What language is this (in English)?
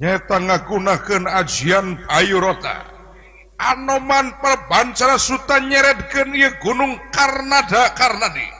Sundanese